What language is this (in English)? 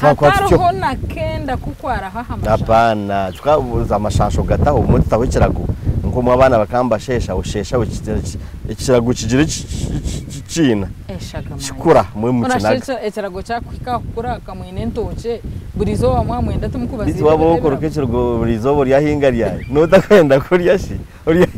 Nyankole